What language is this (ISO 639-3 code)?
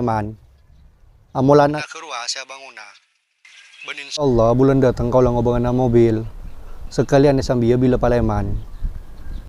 mad